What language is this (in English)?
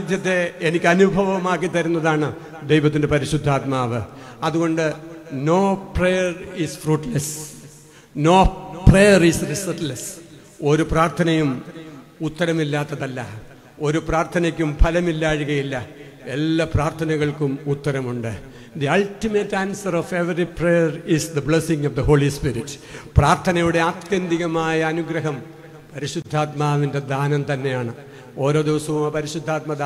Malayalam